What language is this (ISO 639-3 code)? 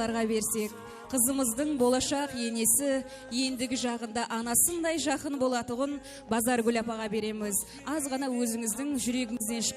kaa